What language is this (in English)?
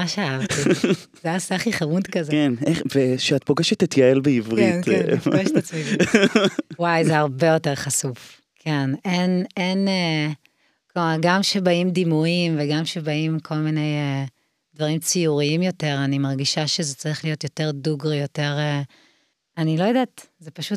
Hebrew